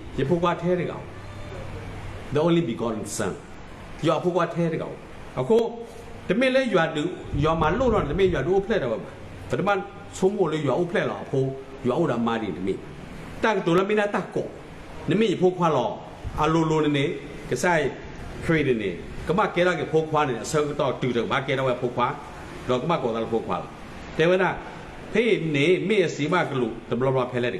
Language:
S'gaw Karen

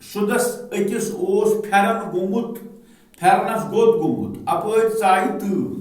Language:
Kashmiri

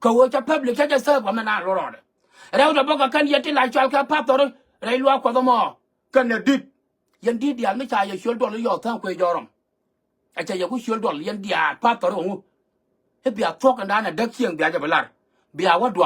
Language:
Nuer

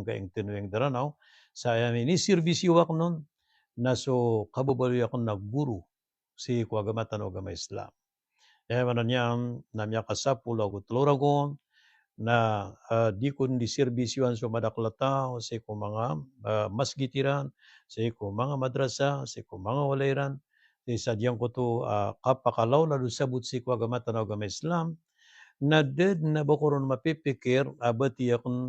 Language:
Maranao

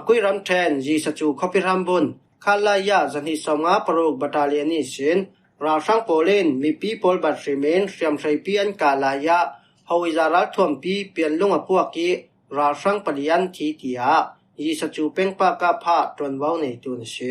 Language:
Falam Chin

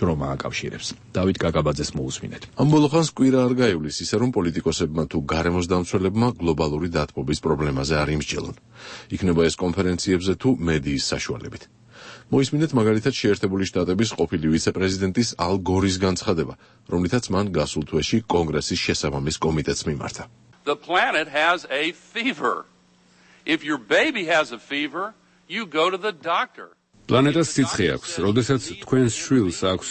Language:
Georgian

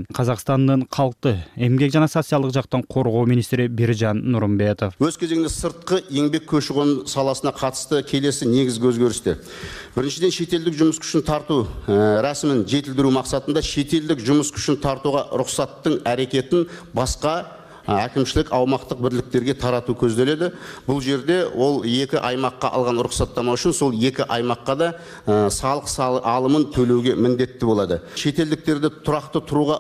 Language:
Kyrgyz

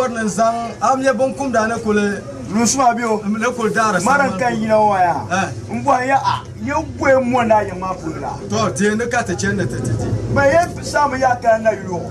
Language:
Dagbani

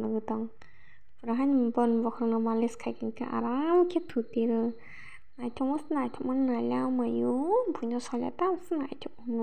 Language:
Kok Borok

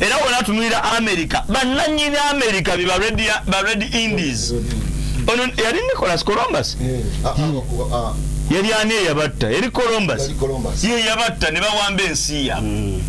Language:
Ganda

